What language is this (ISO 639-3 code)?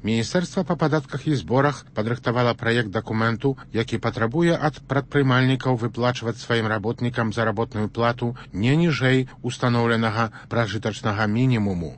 bel